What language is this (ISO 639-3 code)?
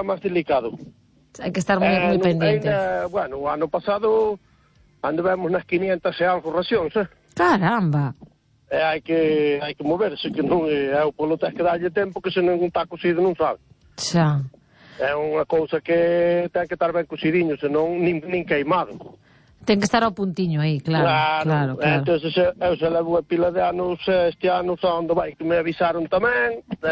glg